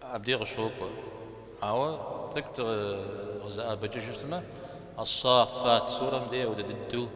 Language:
Kabardian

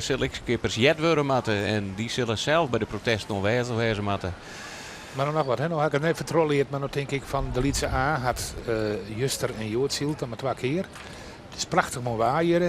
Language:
Western Frisian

